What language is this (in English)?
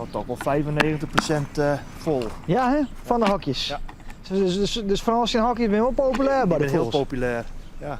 Western Frisian